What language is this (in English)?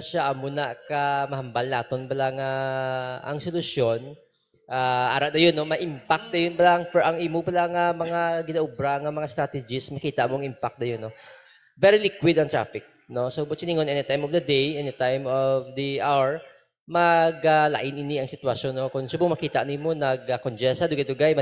Hiligaynon